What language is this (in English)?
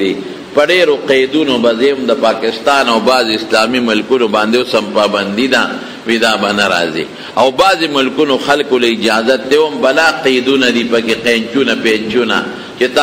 Pashto